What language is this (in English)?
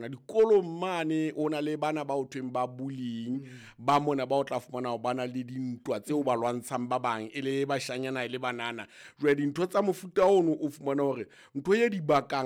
Southern Sotho